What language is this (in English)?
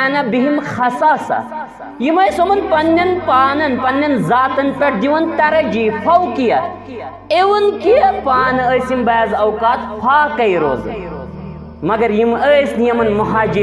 Kashmiri